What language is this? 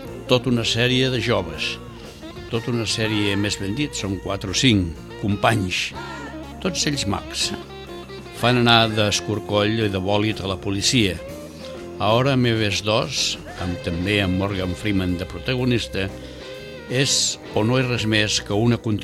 Catalan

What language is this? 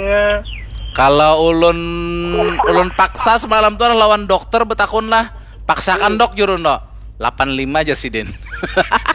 Banjar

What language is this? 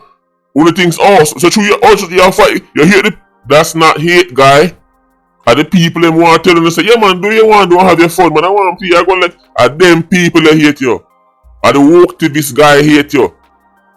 Jamaican Creole English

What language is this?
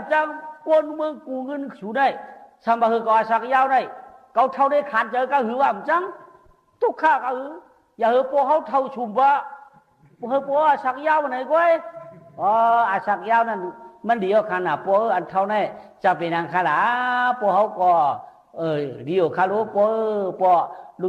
Shan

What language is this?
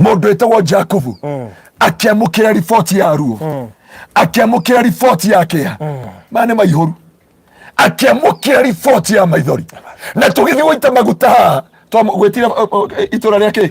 Kikuyu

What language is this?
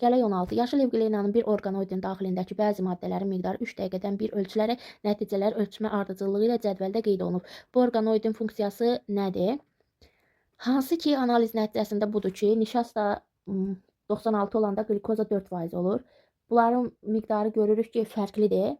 Azerbaijani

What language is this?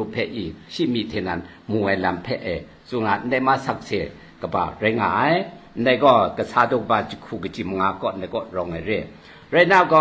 Kachin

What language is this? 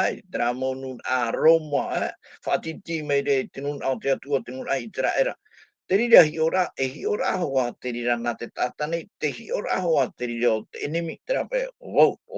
Tahitian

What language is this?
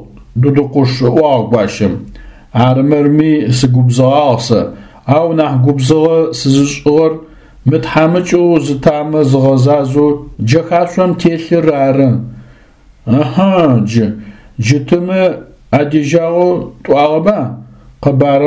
Adyghe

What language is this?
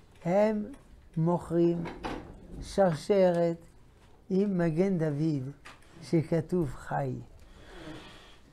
Hebrew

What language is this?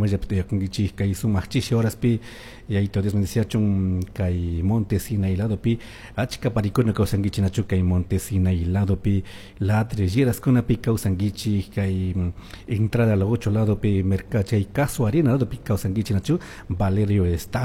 Chimborazo Highland Quichua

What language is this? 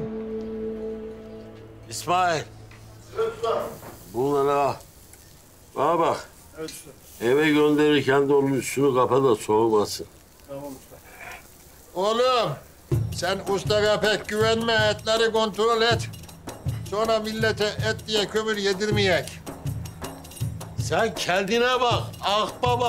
Turkish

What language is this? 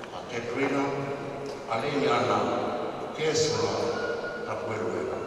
Tongan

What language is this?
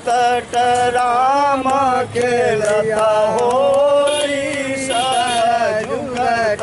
Maithili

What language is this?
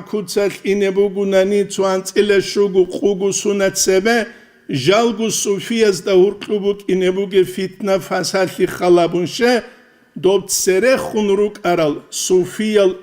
Avaric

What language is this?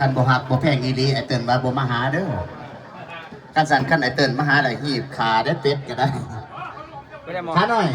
Lao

